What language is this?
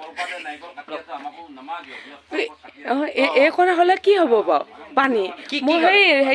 Assamese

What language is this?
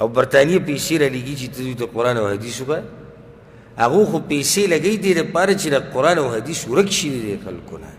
Pashto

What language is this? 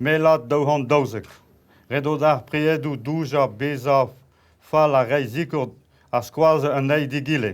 Breton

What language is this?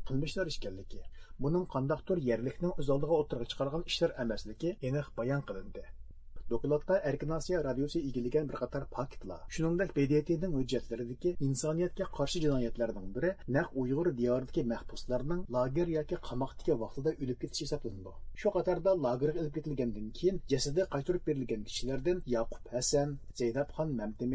Uyghur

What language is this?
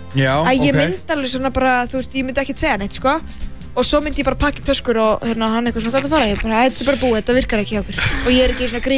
Icelandic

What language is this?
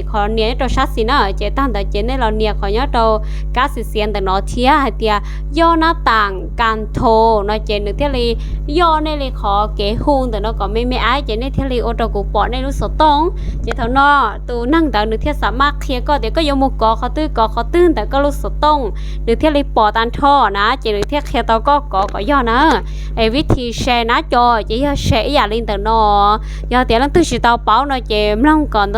Hmong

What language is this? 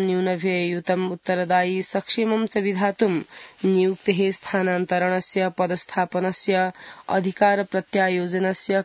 Sanskrit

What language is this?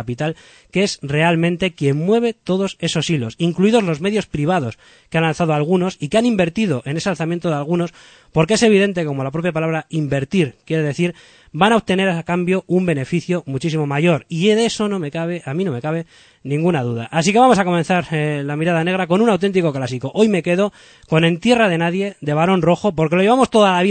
Spanish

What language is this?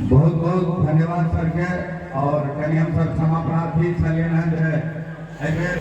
Maithili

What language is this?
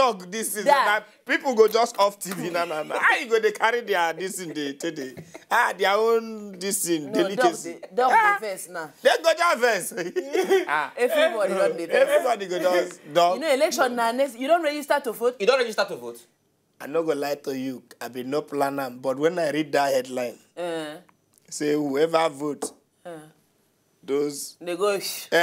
Nigerian Pidgin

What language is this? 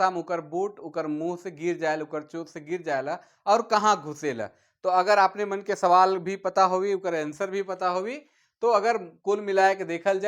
Sadri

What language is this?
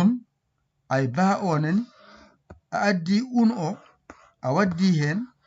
Fula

